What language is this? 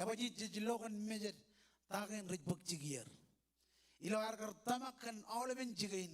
Marshallese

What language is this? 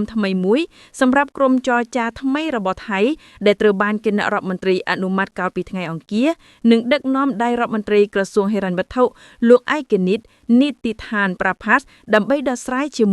Khmer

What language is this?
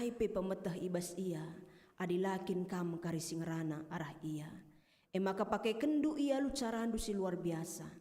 Batak Karo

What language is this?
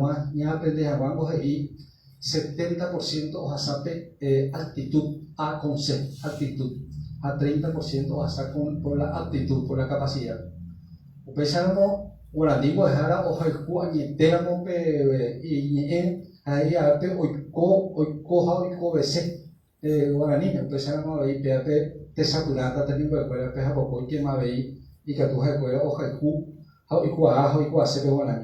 Guarani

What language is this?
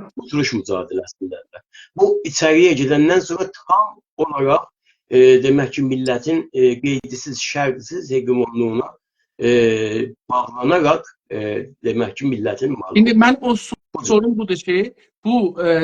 South Azerbaijani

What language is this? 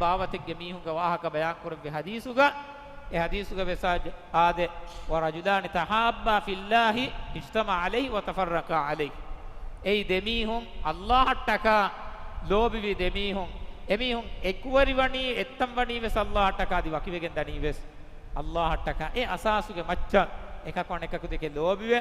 Divehi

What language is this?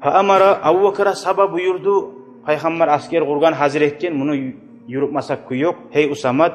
Kumyk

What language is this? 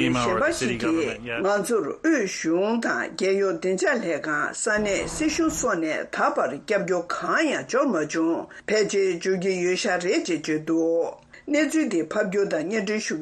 Tibetan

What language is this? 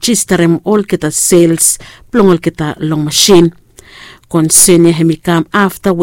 Bislama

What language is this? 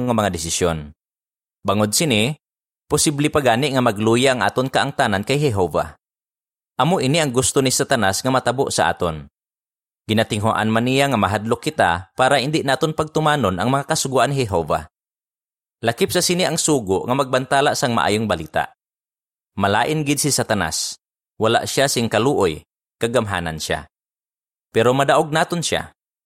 Hiligaynon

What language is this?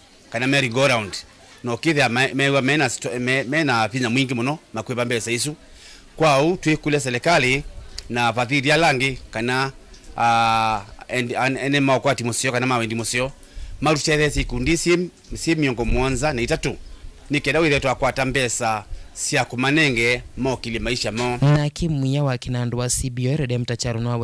Kamba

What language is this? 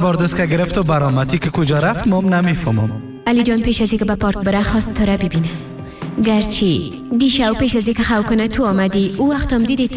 Persian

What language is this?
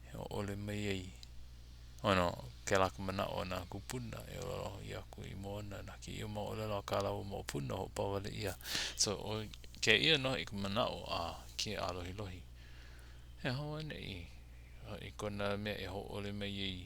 Hawaiian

